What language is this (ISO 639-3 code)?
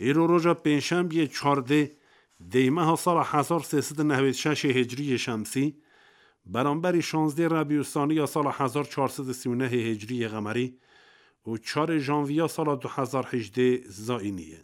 kur